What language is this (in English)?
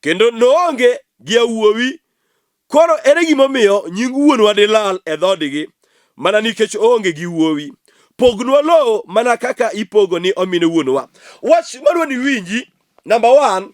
Luo (Kenya and Tanzania)